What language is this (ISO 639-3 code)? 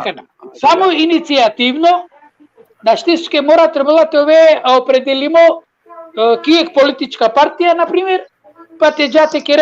rmn